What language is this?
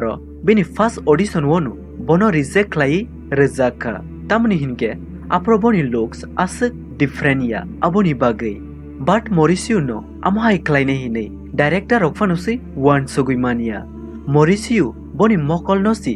Kok Borok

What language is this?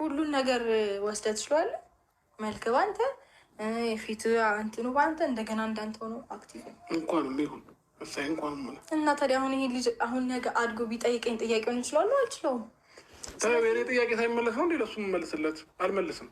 Amharic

